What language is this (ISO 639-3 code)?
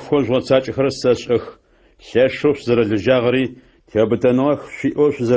ady